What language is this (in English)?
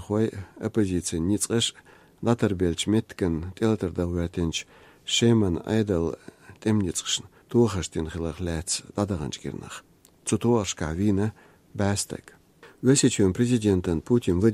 Chechen